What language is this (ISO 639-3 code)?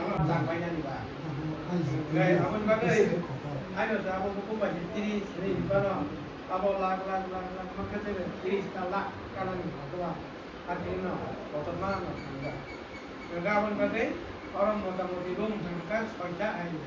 trp